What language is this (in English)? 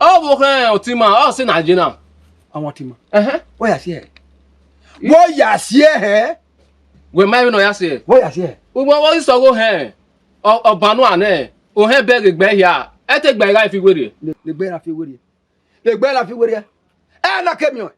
Bini